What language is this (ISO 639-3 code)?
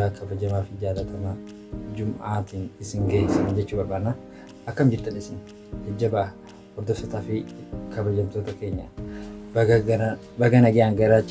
orm